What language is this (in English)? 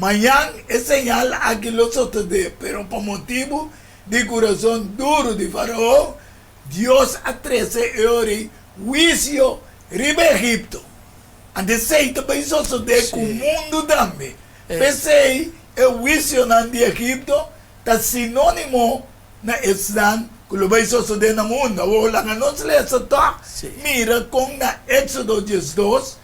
Papiamento